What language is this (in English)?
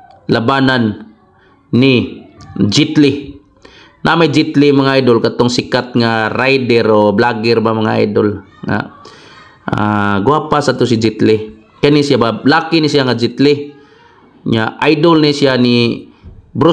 Cebuano